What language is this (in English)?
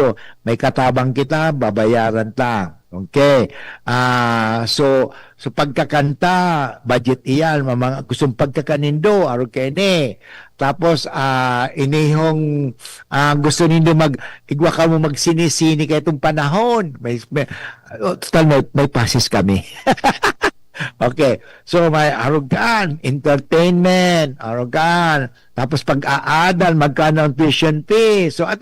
Bikol